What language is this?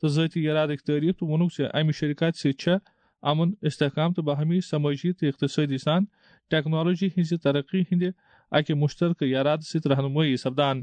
Kashmiri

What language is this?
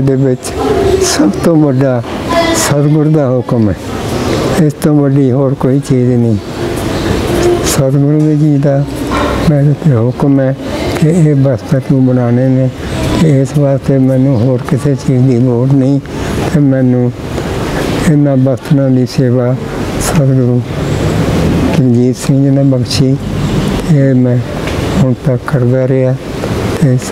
Punjabi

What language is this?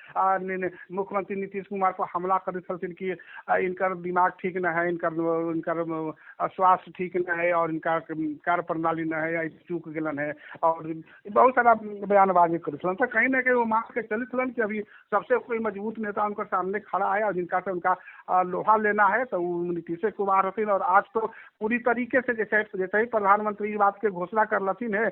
Magahi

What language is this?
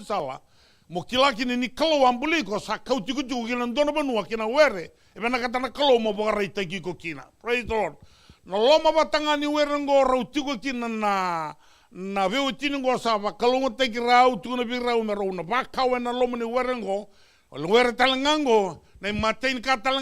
Fijian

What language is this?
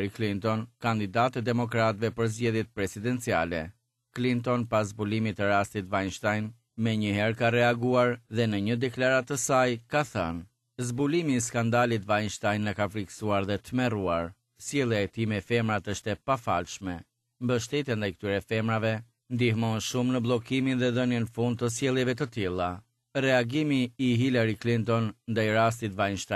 Albanian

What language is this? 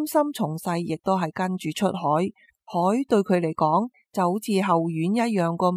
Cantonese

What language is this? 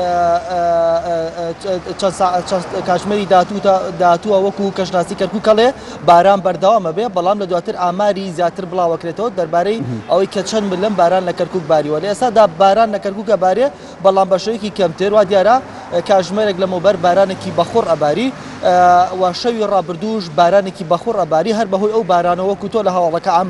Central Kurdish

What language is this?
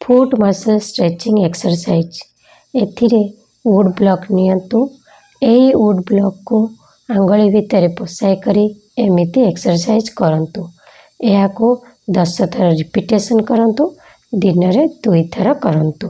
Odia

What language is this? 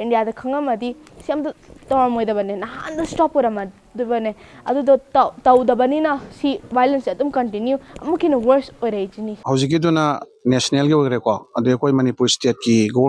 Manipuri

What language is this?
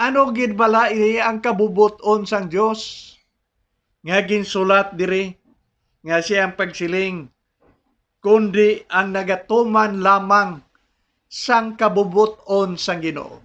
Hiligaynon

